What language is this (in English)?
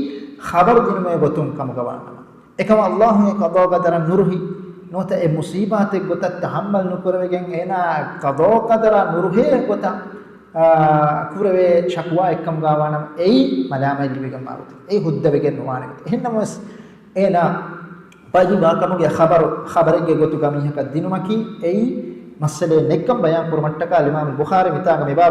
Divehi